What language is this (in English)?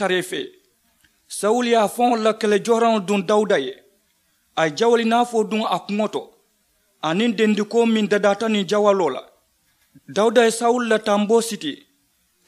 Mandingo